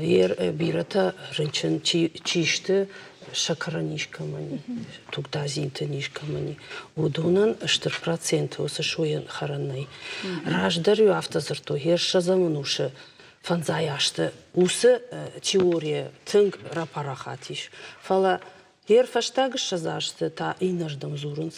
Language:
Ossetic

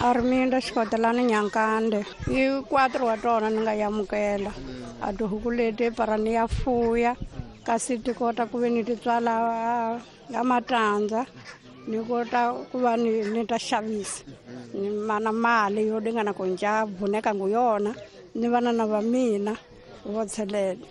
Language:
Tsonga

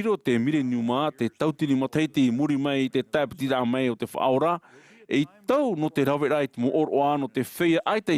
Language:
Tahitian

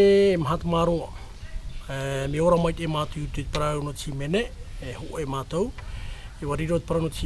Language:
Tahitian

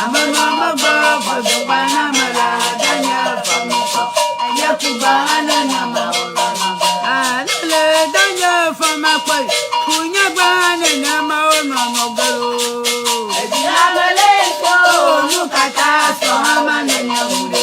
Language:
Ewe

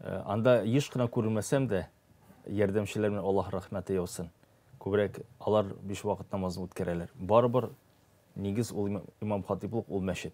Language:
Tatar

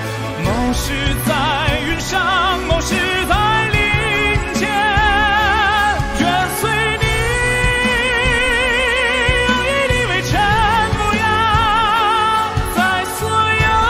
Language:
Chinese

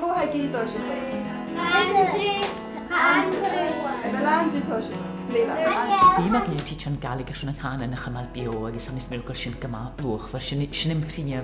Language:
Scottish Gaelic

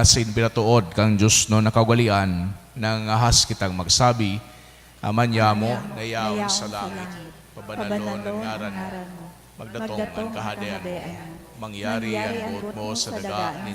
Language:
Bikol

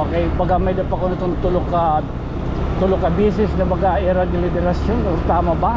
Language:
Waray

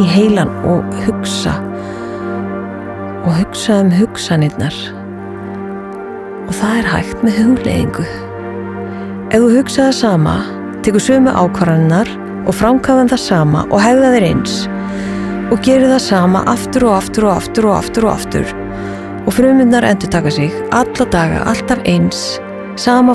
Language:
Icelandic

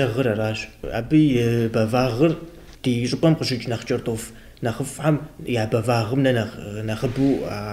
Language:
Kabardian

